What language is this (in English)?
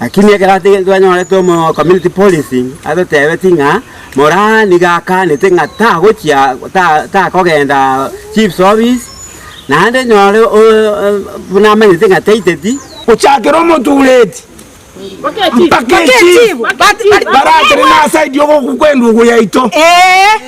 Gusii